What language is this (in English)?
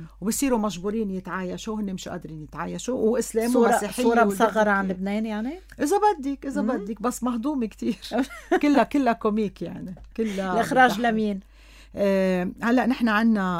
North Levantine Arabic